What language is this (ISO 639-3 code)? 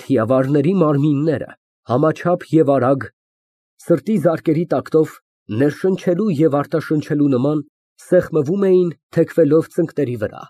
hye